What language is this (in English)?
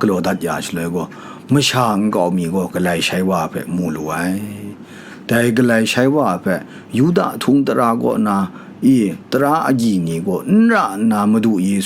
Kachin